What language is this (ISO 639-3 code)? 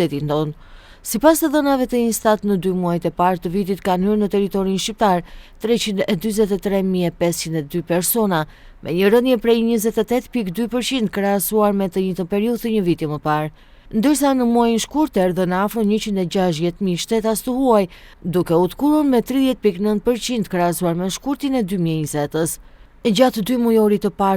sqi